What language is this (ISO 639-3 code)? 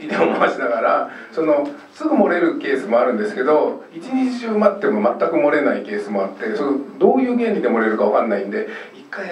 jpn